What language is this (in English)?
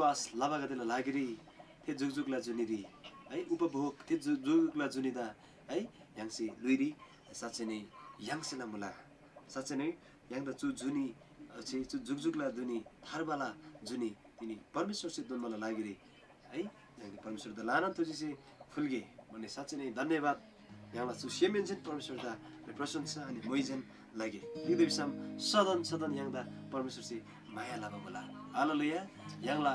Eastern Tamang